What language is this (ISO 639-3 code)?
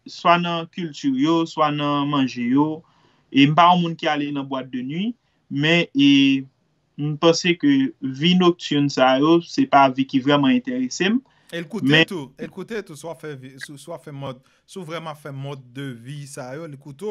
hat